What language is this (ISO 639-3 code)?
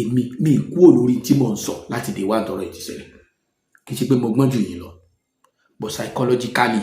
yor